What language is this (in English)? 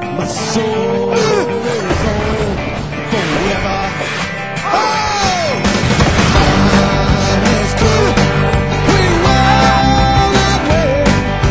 English